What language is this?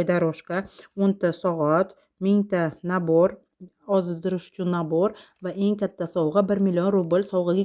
Uzbek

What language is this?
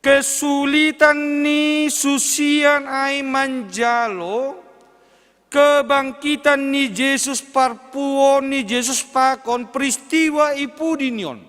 Batak Simalungun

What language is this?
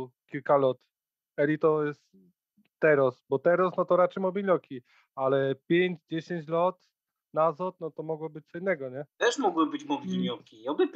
Silesian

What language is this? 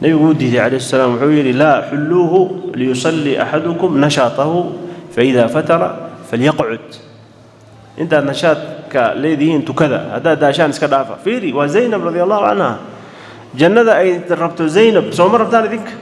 Somali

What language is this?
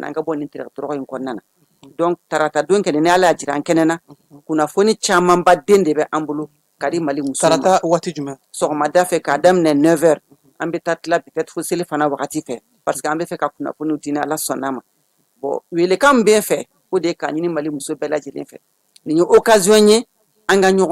Bambara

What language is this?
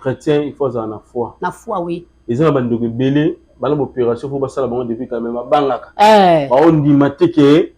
Lingala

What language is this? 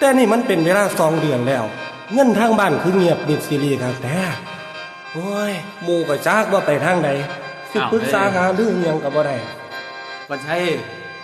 Northeastern Thai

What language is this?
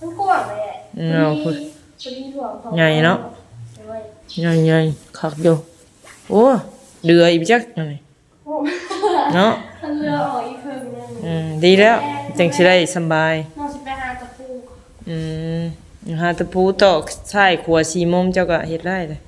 Northeastern Thai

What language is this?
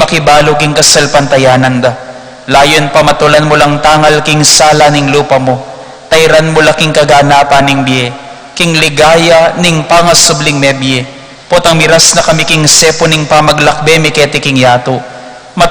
Pampanga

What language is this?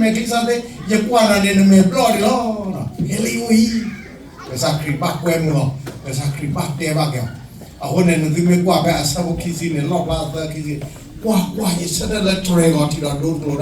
S'gaw Karen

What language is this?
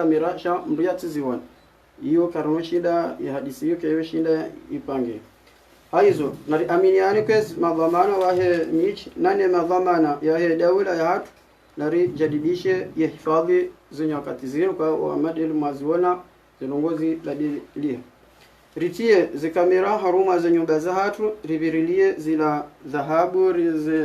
Ngazidja Comorian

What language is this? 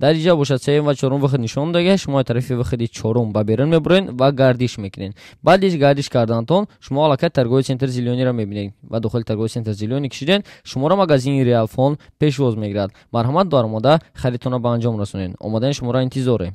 Tajik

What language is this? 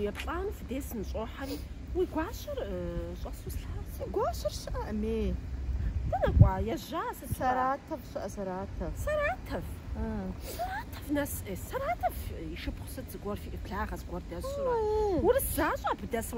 Kabardian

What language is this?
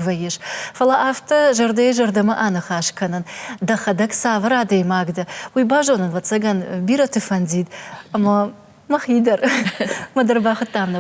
Ossetic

